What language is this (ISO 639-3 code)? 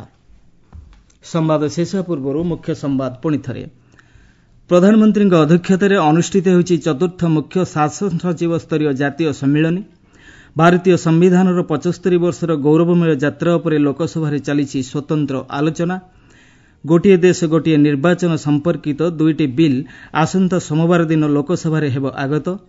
ori